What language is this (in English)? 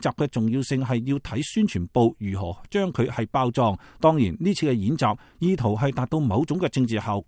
Cantonese